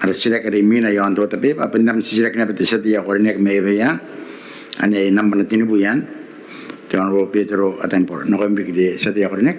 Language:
Gilbertese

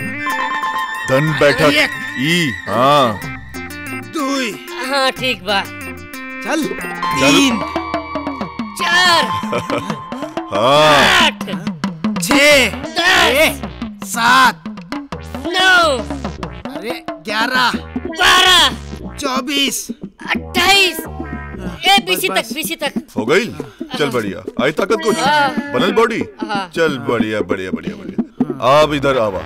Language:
Bhojpuri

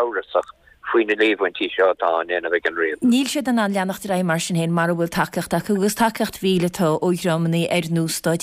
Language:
Irish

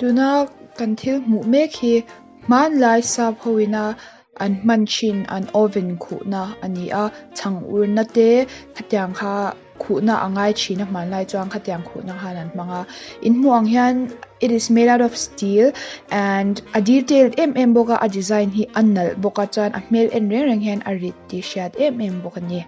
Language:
Mizo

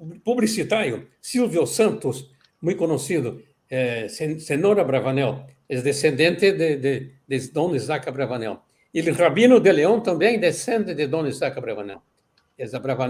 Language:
Ladino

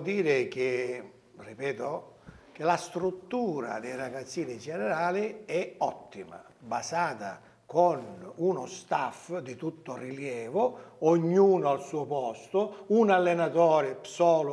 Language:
Italian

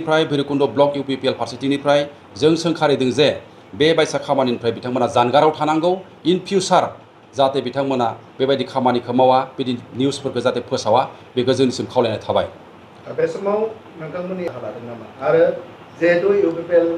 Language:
Bodo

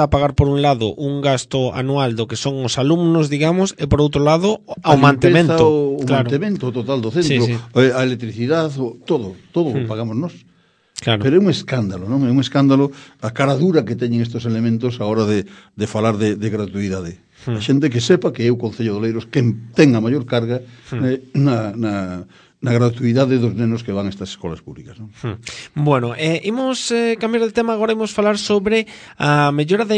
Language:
Galician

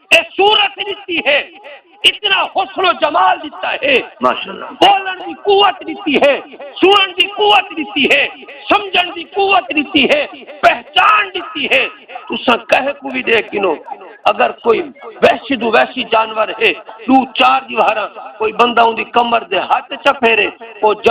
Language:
Saraiki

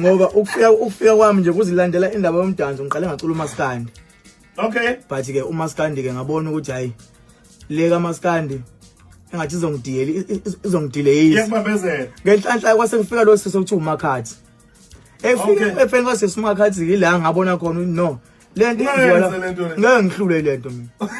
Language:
Zulu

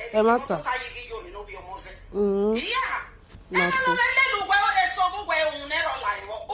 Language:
Nigerian Pidgin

